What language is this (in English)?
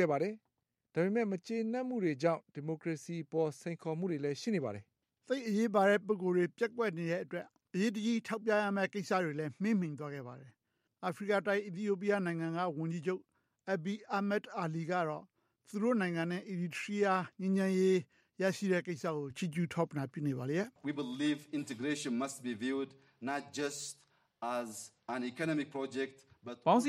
Burmese